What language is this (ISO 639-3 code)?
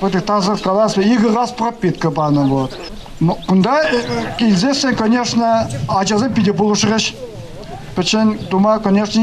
chv